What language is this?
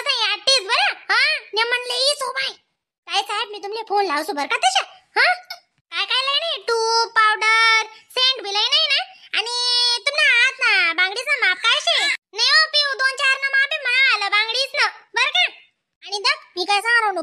Khandesi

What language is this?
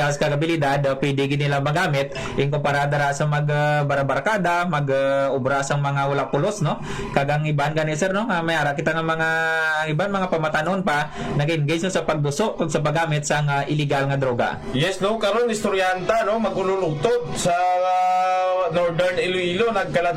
Hiligaynon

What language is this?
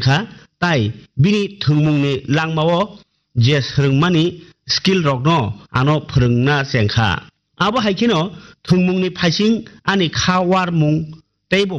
Kok Borok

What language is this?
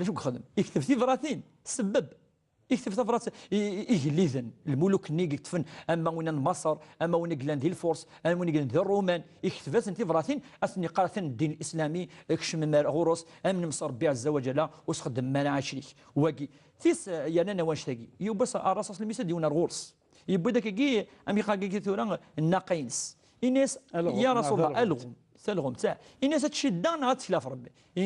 Kabyle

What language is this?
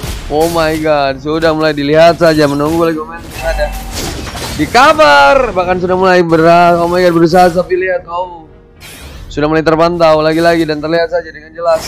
Indonesian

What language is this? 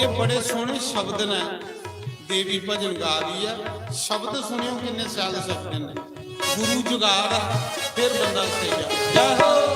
Dogri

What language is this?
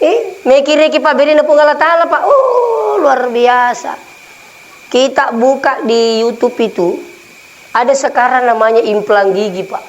Buginese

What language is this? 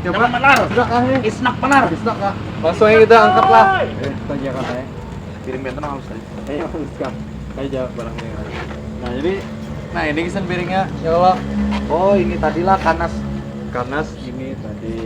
Banjar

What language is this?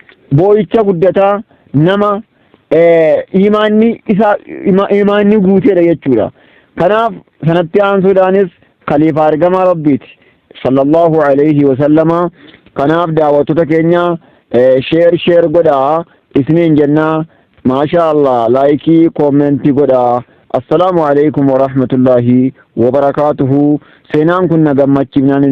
Oromo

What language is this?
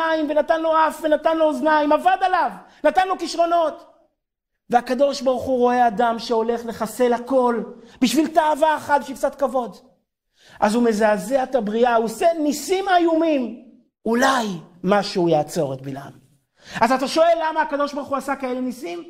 Hebrew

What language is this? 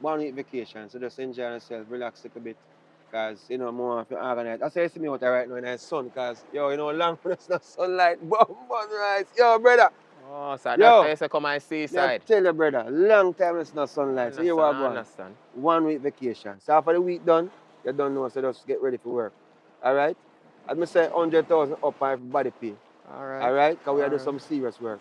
Jamaican Creole English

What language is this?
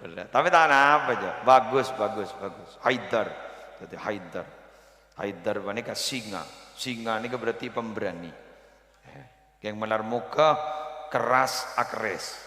Madurese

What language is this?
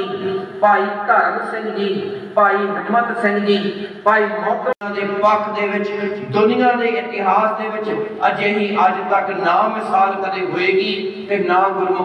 Punjabi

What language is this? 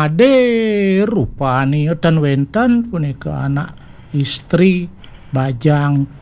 Balinese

